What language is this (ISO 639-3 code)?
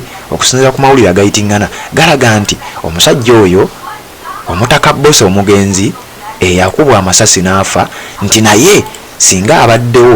lug